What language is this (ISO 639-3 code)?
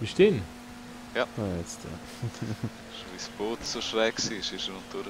gsw